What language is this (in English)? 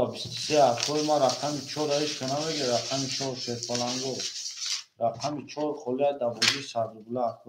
Tajik